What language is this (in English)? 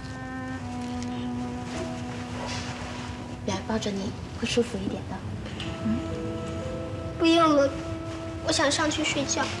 Chinese